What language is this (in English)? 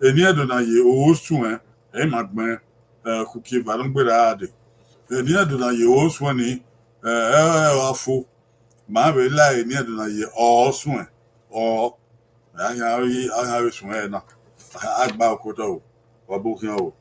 Bini